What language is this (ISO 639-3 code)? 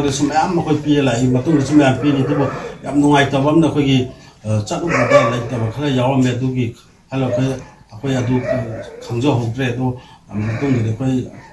mni